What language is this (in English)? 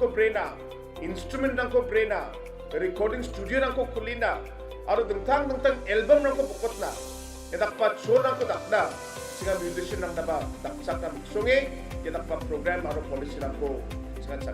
Garo